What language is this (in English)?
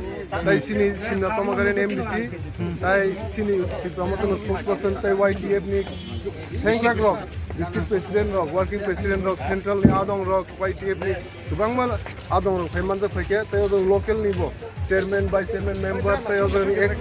Kok Borok